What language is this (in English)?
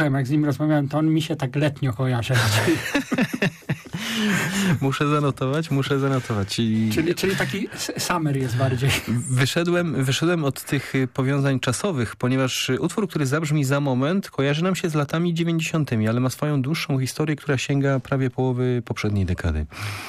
Polish